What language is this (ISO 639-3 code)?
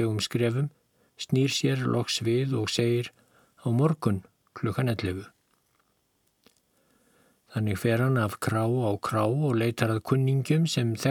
isl